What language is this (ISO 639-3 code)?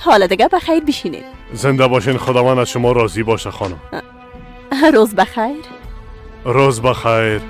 fas